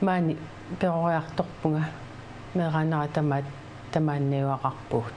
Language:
Kalaallisut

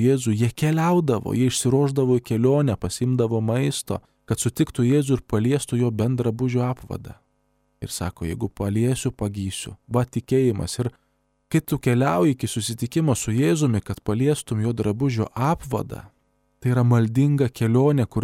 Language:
Lithuanian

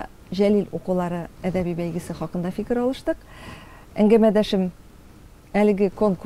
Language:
Tatar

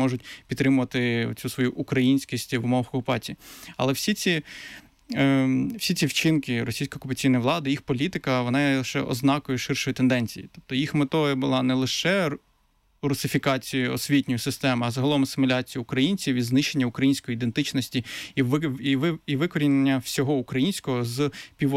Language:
Ukrainian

